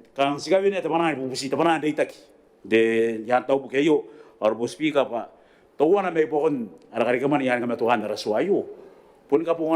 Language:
Gilbertese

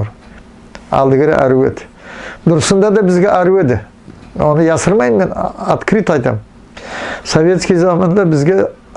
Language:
Nogai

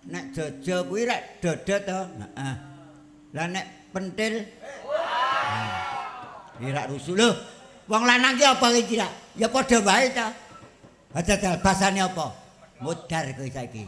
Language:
Javanese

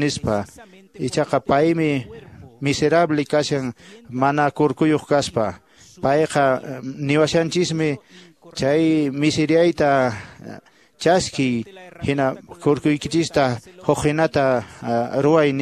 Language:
Quechua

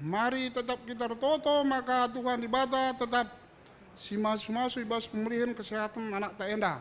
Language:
Batak Karo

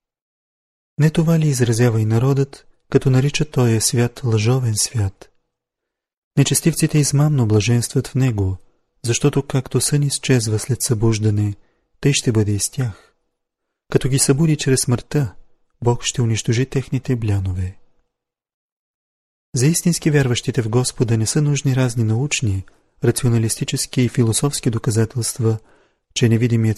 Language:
Bulgarian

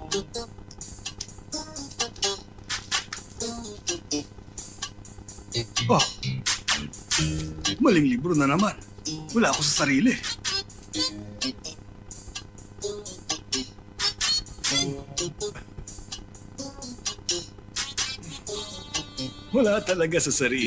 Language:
Filipino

